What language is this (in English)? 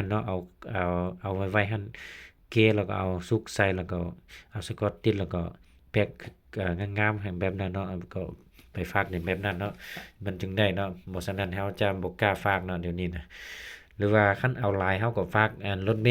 Lao